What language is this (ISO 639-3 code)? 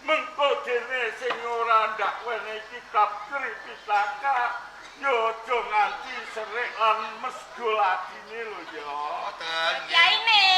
jav